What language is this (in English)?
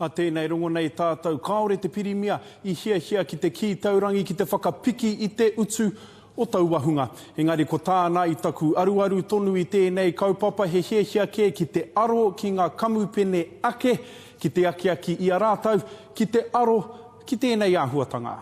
Māori